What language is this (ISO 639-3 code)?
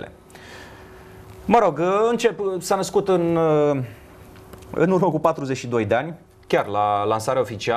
ron